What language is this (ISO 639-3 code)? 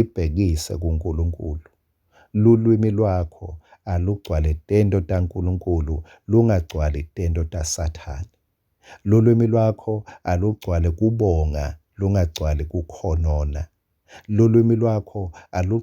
ssw